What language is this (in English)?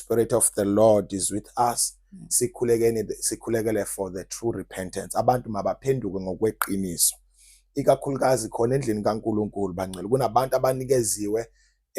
Zulu